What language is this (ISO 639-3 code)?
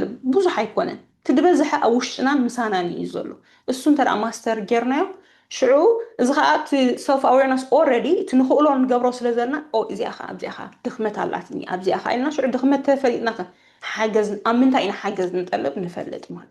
tir